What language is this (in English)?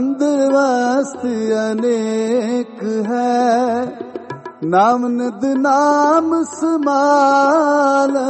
Punjabi